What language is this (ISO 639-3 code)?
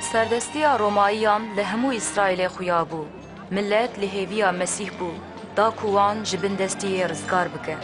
kur